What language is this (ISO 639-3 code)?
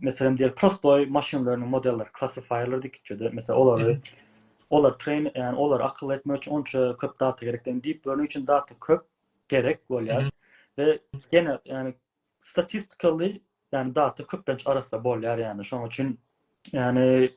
tuk